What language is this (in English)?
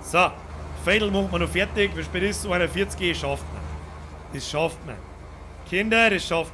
Bavarian